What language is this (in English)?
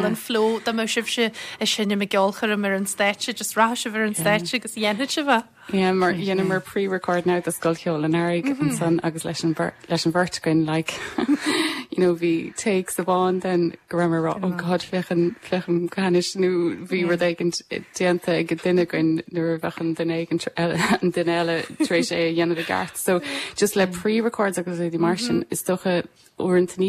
Irish